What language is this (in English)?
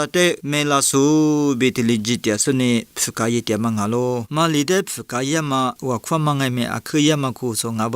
Lisu